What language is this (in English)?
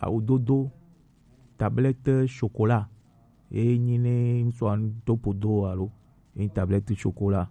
Gen